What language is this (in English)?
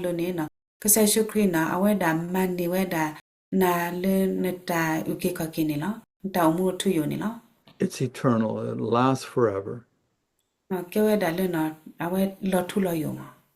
S'gaw Karen